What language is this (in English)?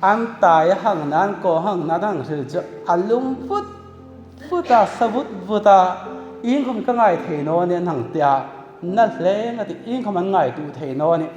Hmar